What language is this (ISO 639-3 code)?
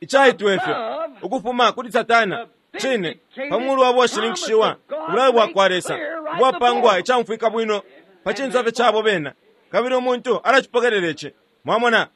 bem